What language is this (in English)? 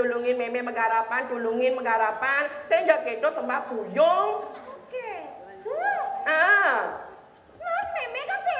Balinese